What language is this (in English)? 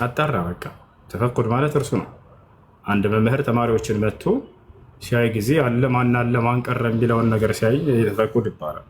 Amharic